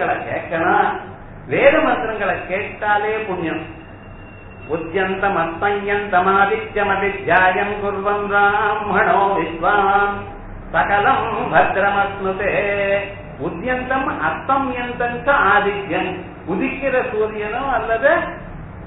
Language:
Tamil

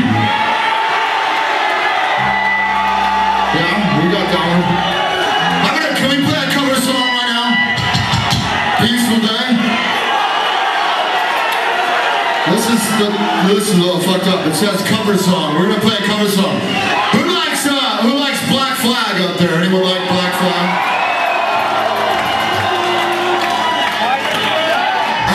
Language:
English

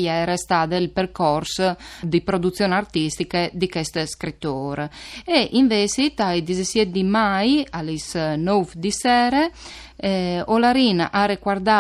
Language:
Friulian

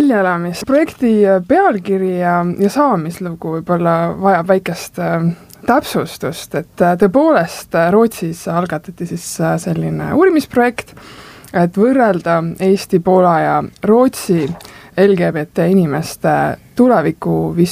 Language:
Estonian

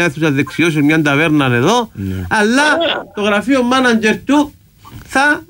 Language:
Greek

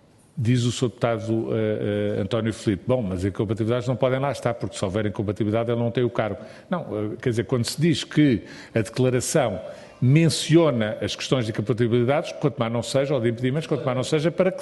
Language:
Portuguese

